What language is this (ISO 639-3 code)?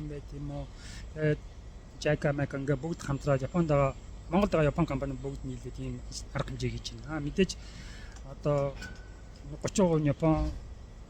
mon